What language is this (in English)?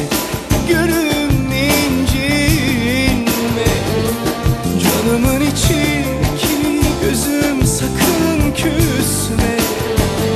Turkish